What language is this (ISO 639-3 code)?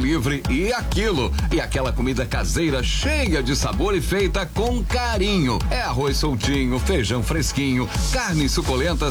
por